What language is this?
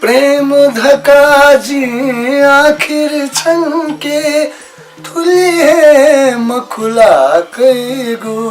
Newari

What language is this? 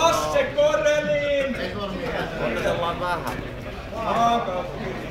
Finnish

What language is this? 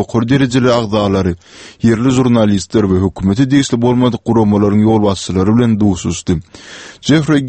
Turkmen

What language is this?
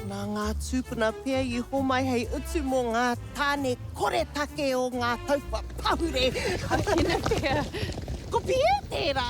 Māori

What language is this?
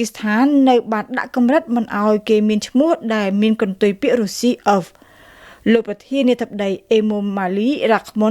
Khmer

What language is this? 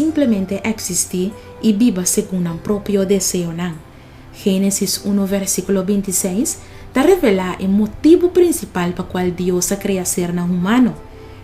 Papiamento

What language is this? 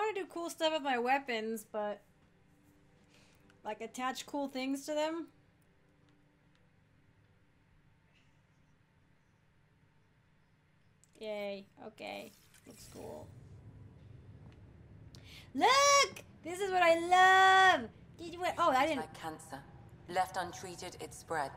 English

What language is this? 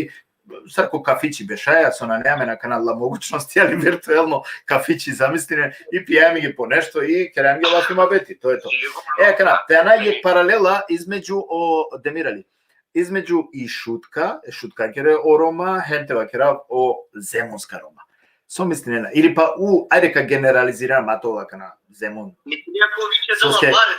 Balkan Romani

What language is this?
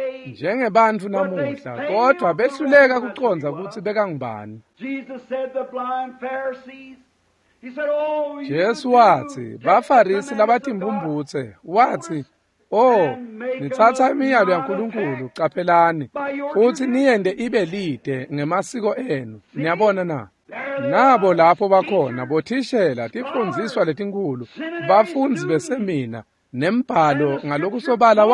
Swati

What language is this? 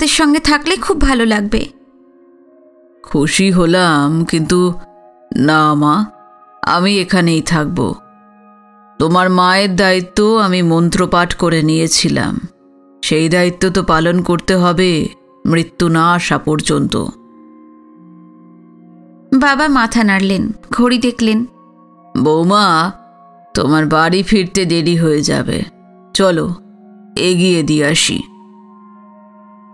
Bangla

